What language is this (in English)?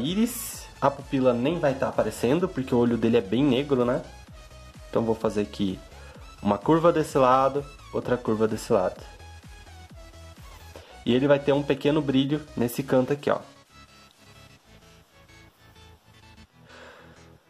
Portuguese